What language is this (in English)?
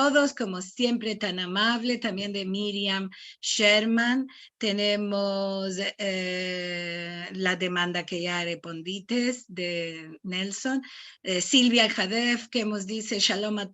Ladino